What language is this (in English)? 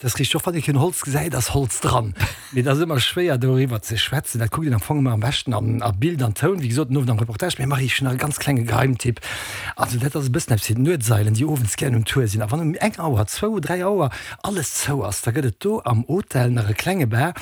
Luxembourgish